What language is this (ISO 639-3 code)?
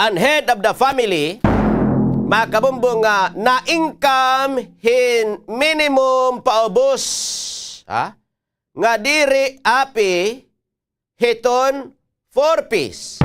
war